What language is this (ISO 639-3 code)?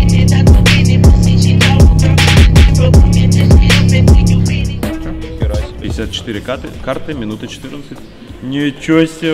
rus